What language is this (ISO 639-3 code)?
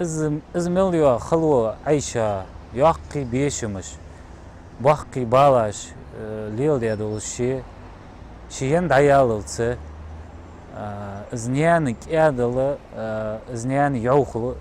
inh